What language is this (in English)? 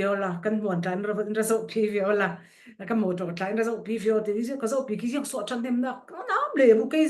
Falam Chin